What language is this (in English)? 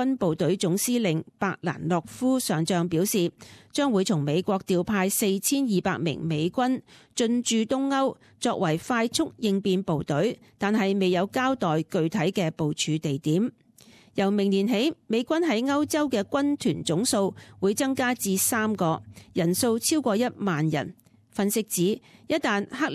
Cantonese